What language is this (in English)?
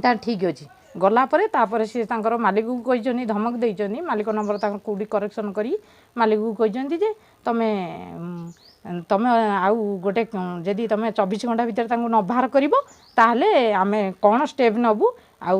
Odia